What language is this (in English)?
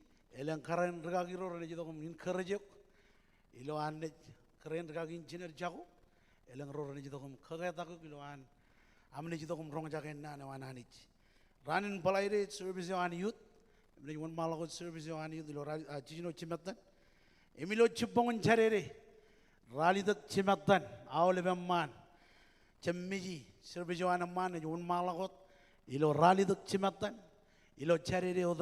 Marshallese